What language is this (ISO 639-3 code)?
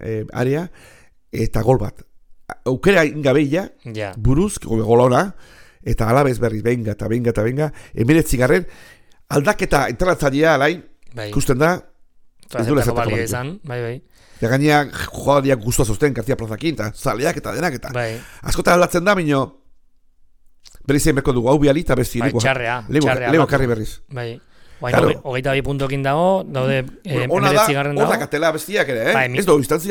eus